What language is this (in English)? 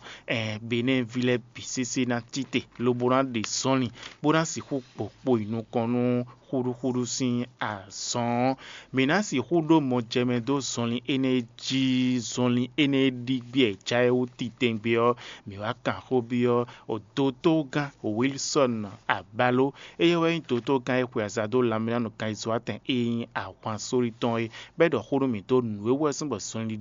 Fon